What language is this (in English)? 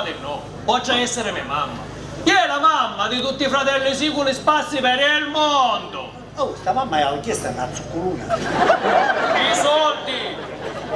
Sicilian